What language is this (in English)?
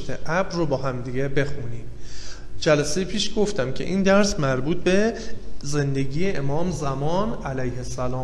Persian